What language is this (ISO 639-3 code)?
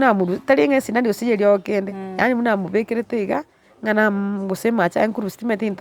guz